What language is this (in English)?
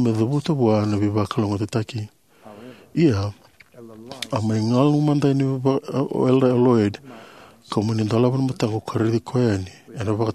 Fijian